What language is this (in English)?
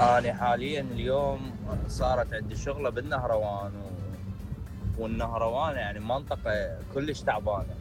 Mesopotamian Arabic